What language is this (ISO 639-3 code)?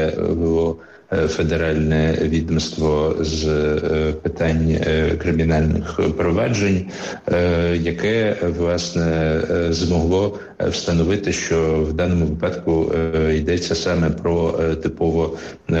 ukr